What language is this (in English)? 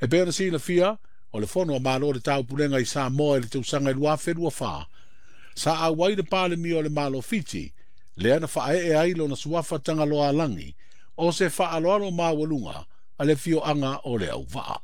Samoan